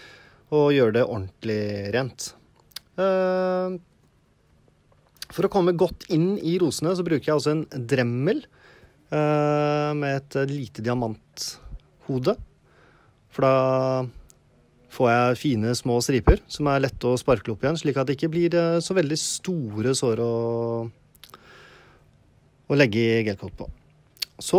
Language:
Norwegian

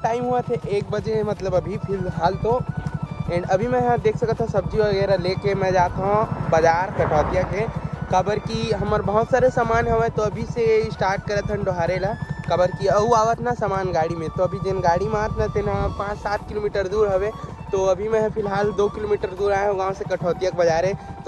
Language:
Chhattisgarhi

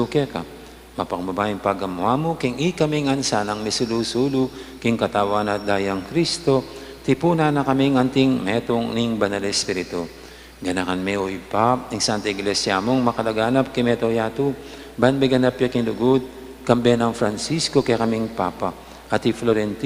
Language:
Pampanga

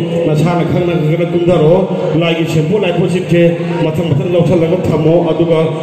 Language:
Manipuri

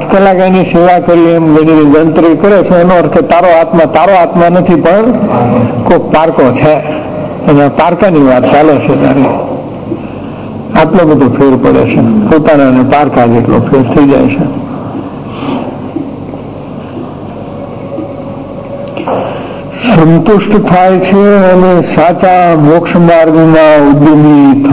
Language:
Gujarati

